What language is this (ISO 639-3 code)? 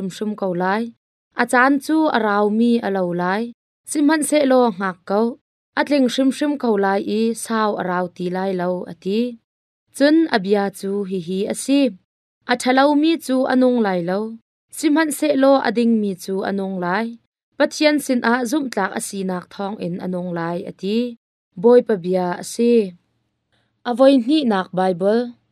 cnh